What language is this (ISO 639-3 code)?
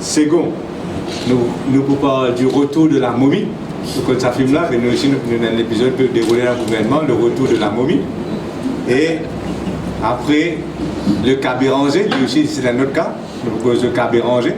mfe